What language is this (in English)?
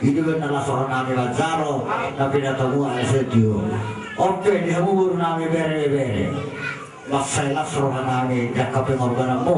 Batak Toba